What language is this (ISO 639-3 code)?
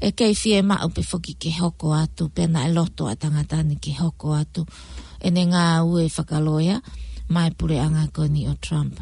ton